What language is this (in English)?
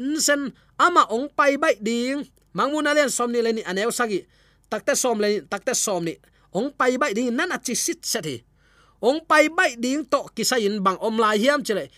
Tedim Chin